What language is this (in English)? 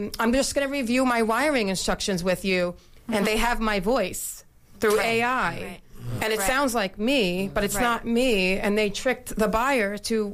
English